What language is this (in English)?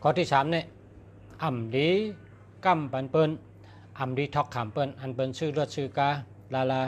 Shan